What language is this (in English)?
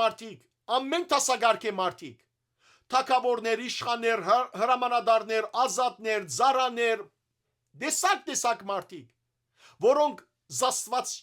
Western Armenian